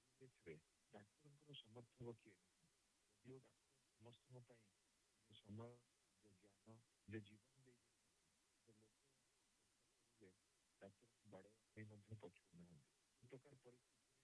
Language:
Odia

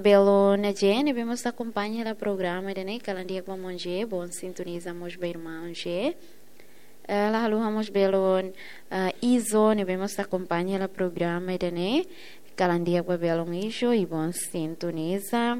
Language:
Tetum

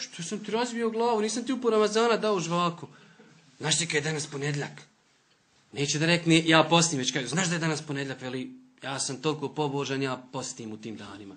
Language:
Bosnian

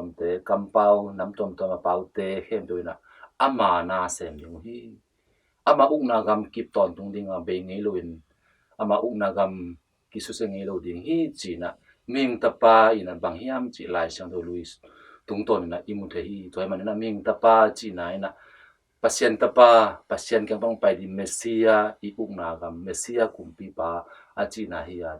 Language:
Tedim Chin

